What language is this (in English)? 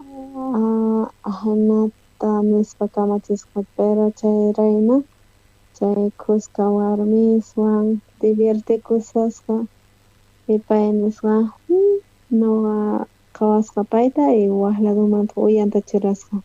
South Bolivian Quechua